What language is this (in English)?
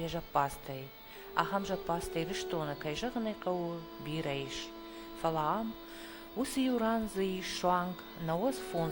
Ossetic